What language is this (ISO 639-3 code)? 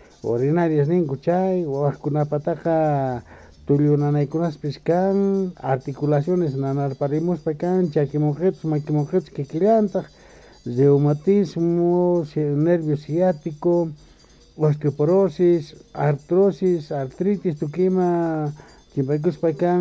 que